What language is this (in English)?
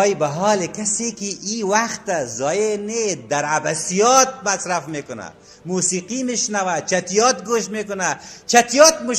Persian